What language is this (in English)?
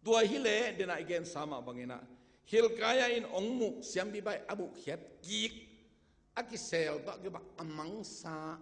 Tedim Chin